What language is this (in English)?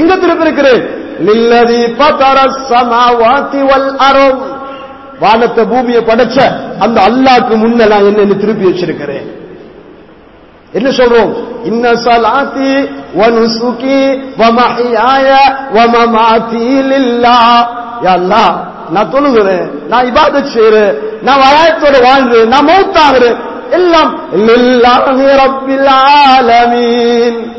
Tamil